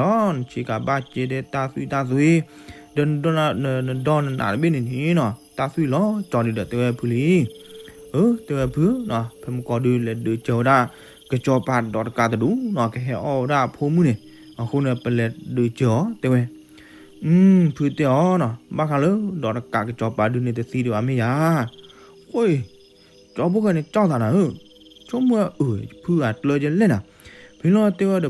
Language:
S'gaw Karen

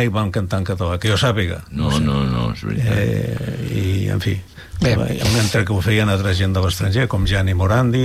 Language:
Catalan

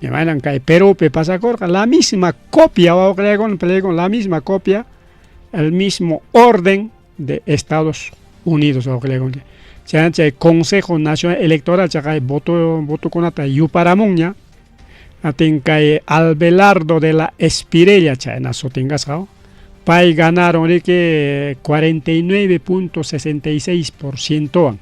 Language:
Ayacucho Quechua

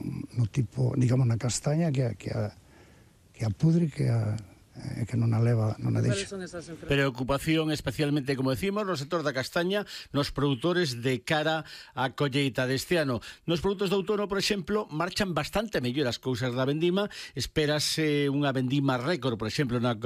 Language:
Galician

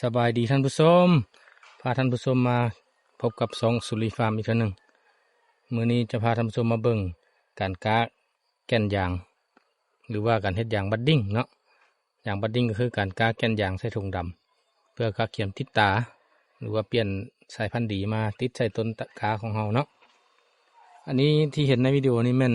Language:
Lao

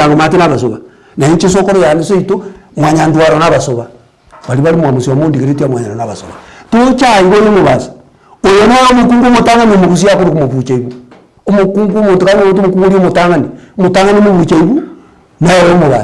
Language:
Gusii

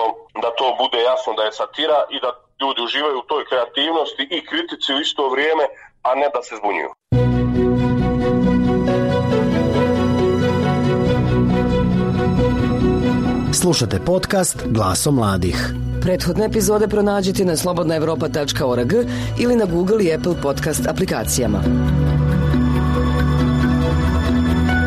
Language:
Bosnian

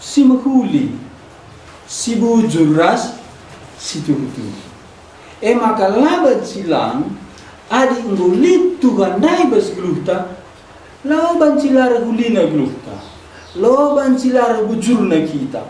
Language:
Batak Karo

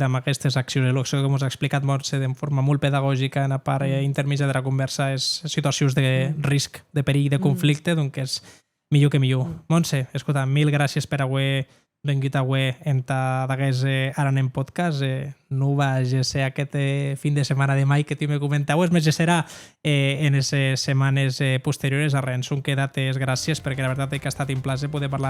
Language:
Occitan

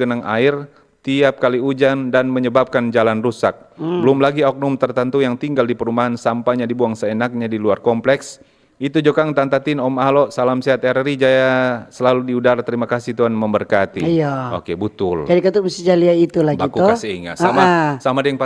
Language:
Manado Malay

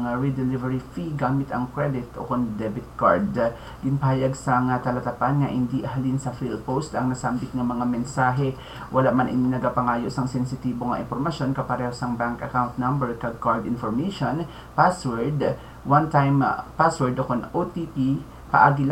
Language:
Hiligaynon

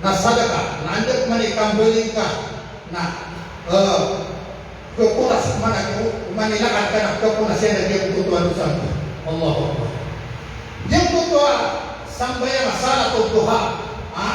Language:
Maranao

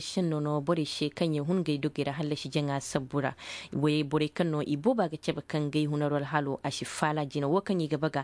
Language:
Zarma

